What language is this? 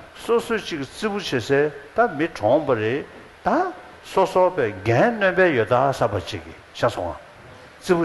Tibetan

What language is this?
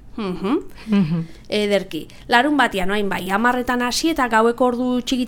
Basque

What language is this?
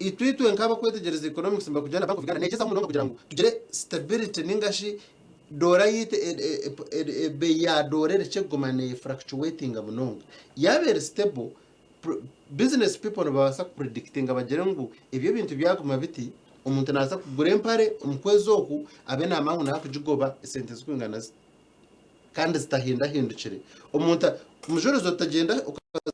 Nyankole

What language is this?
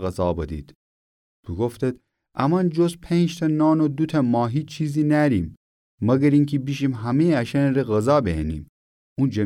Gilaki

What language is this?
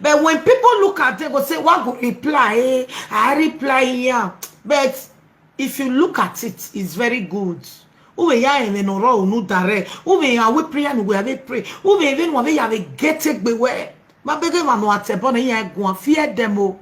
Nigerian Pidgin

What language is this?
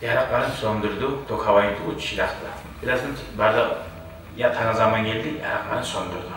Kumyk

